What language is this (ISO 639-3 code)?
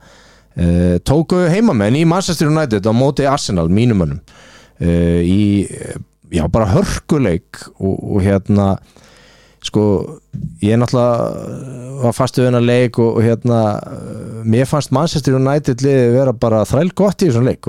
isl